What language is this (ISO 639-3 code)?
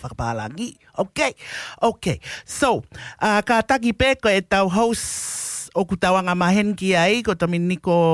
ton